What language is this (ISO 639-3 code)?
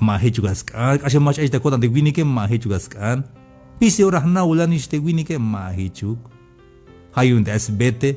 tzh